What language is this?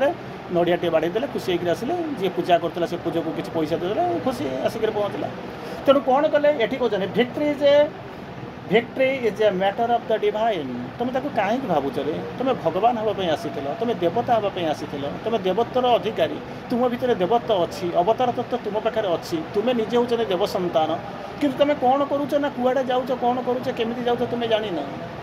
Odia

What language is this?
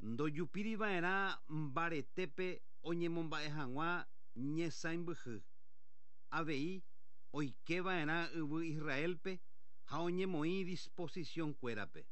Guarani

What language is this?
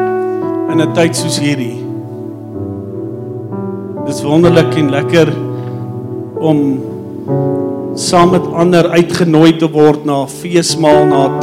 Afrikaans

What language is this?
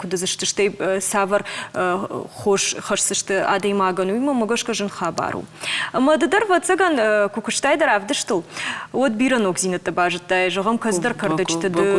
Ossetic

